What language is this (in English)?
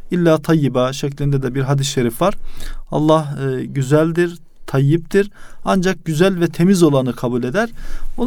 Turkish